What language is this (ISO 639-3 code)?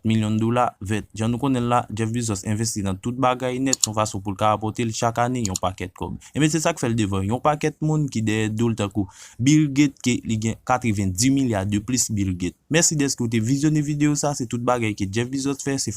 hat